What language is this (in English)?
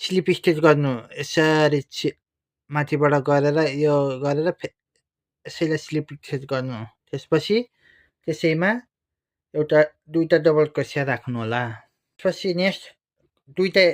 Nepali